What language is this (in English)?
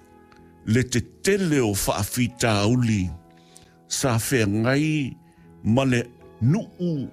Samoan